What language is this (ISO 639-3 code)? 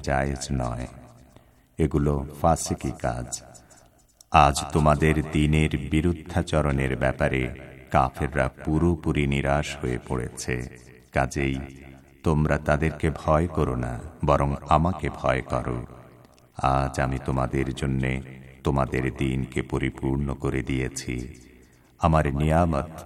ben